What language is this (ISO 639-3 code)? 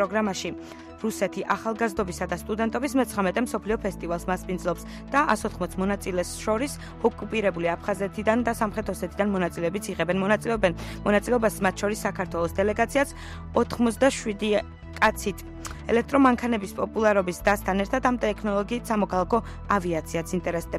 kat